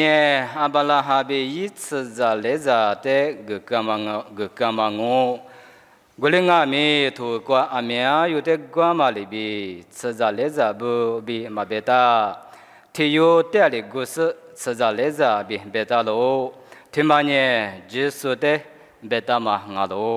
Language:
Lisu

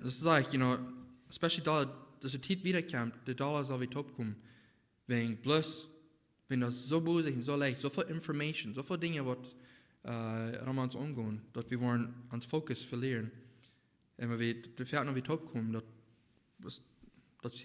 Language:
Plautdietsch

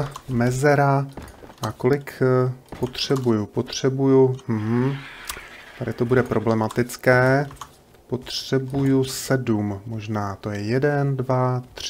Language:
Czech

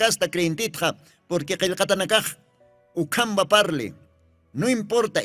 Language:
Aymara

